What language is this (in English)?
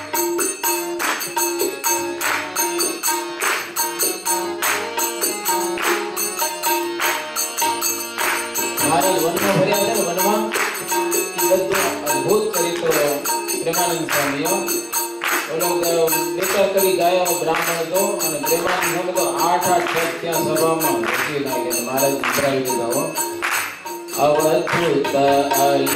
Gujarati